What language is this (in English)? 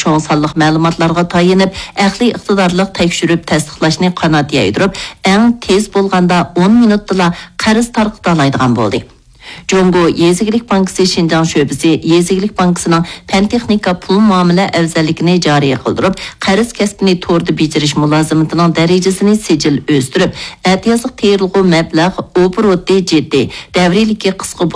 Uyghur